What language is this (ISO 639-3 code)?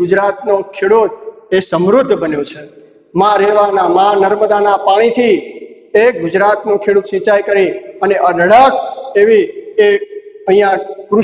guj